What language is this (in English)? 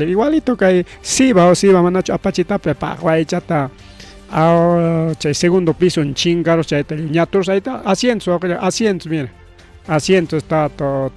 Ayacucho Quechua